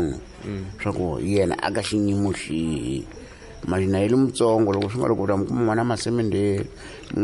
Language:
Tsonga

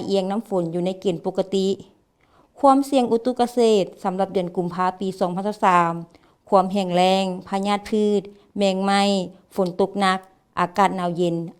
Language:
Lao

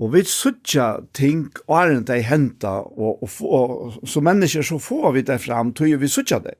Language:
Faroese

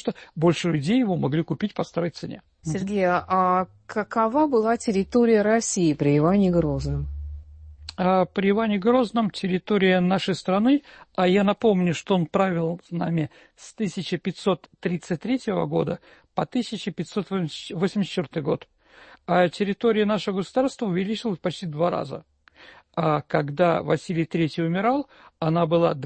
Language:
Russian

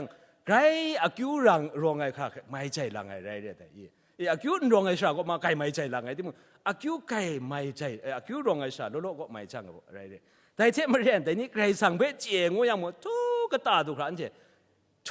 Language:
Kachin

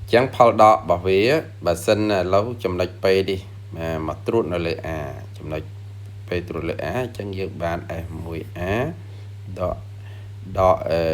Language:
Khmer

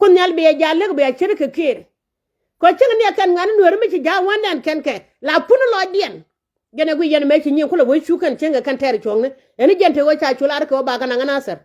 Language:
Nuer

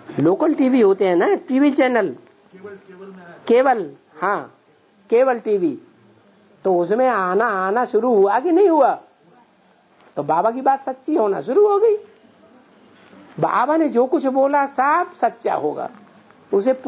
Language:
Hindi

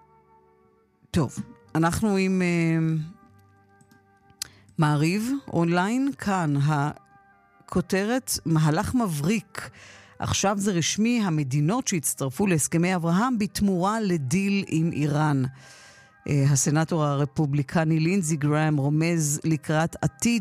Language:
Hebrew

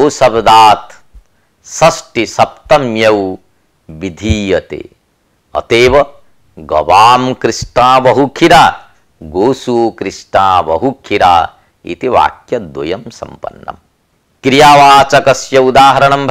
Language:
Sanskrit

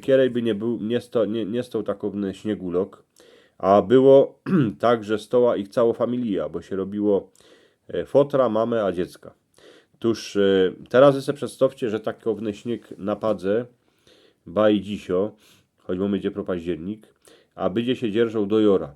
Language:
Silesian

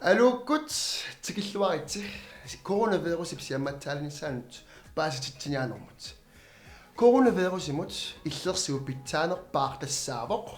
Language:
Kalaallisut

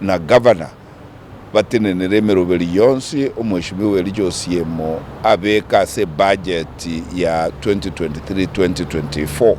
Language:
Gusii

